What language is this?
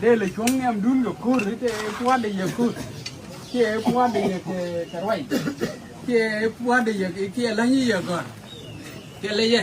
Nuer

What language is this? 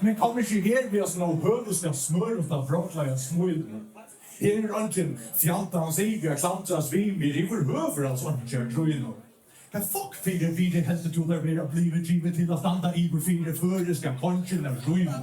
Faroese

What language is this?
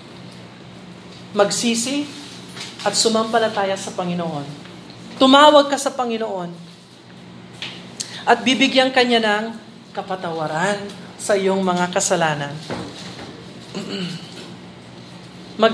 Filipino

